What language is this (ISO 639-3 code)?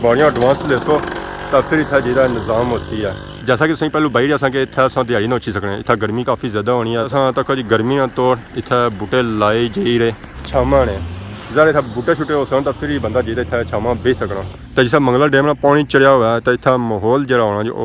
phr